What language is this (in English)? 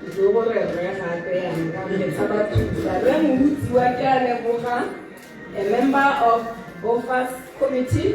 Tswana